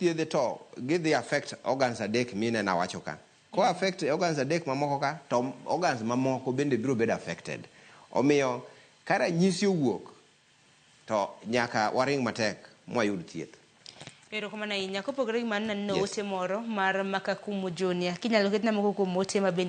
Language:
Luo (Kenya and Tanzania)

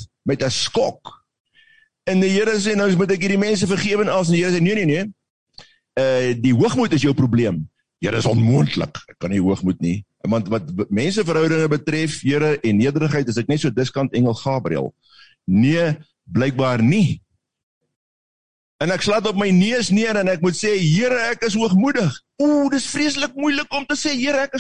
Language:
Afrikaans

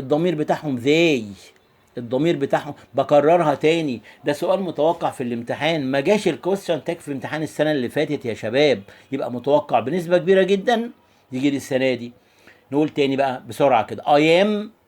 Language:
Egyptian Arabic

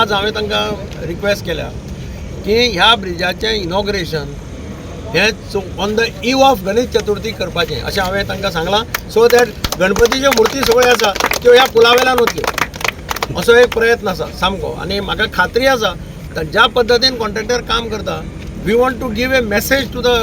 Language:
Konkani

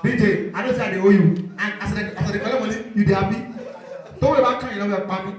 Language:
Nigerian Pidgin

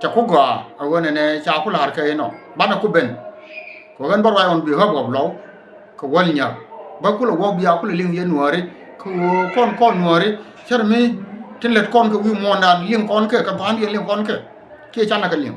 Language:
Nuer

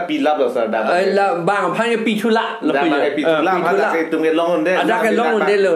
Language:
Karbi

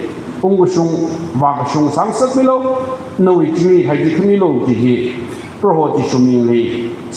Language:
Tangkhul Naga (India)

